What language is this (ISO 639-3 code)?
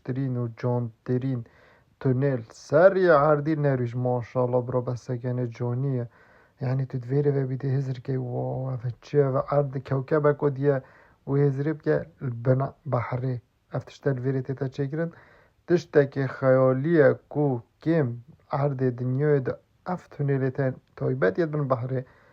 kur